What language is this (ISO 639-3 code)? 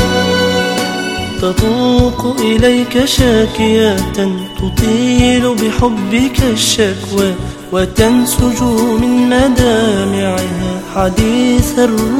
ara